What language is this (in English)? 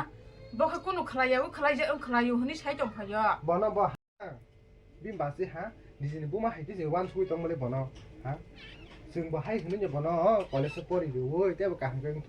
Kok Borok